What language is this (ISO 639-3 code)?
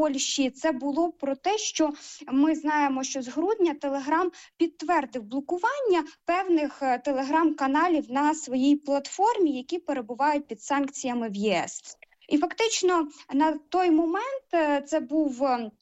ukr